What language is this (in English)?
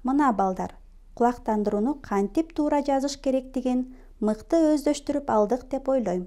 Kyrgyz